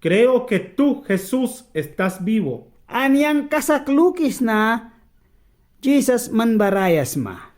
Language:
Mískito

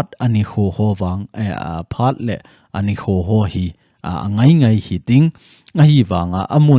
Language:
Thado Chin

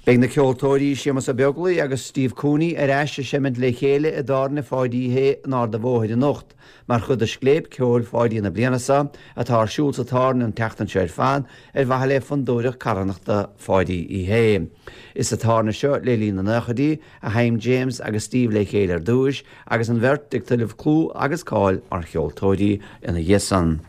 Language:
Irish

